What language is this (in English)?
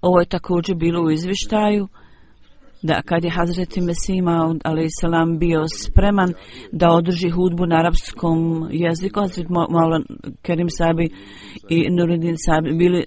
Bosnian